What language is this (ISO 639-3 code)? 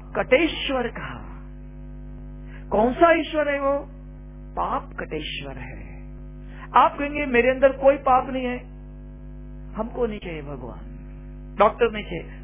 hin